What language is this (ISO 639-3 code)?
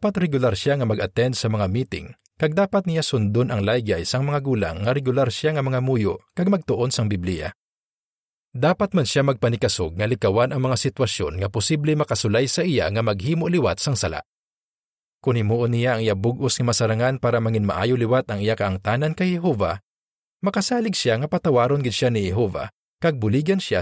hil